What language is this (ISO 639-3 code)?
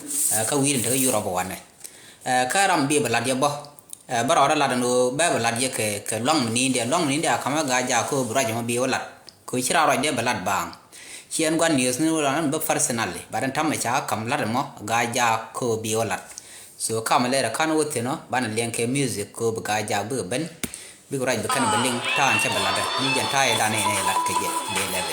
nus